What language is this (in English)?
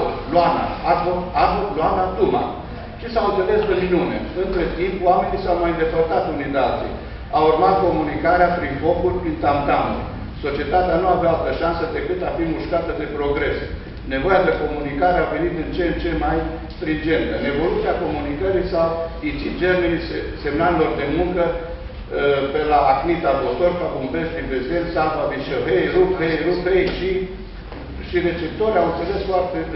Romanian